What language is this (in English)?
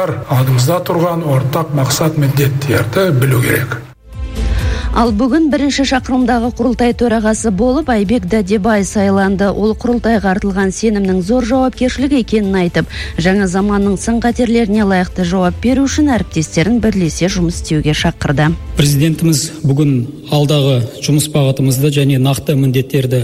Kazakh